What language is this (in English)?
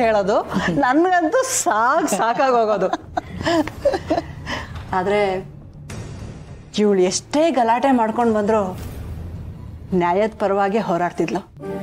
Kannada